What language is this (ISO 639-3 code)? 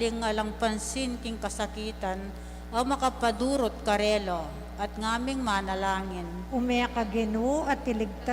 pam